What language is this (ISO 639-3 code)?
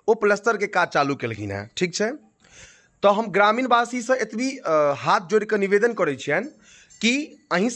mai